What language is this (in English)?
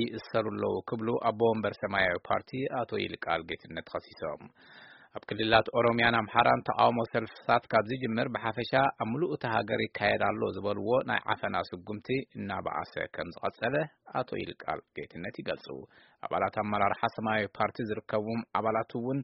Tigrinya